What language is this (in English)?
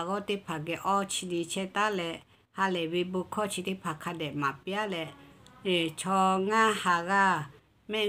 Lahu